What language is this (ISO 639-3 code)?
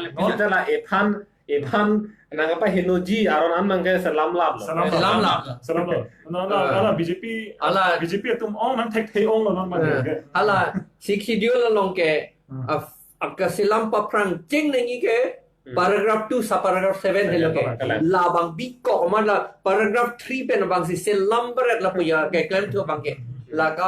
mjw